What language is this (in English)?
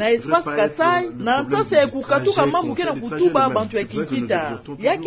Kituba (Democratic Republic of Congo)